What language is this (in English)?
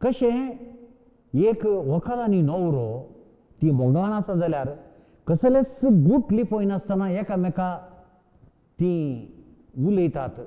Konkani